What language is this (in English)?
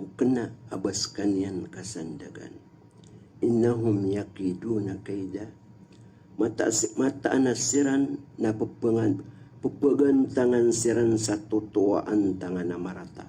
Maranao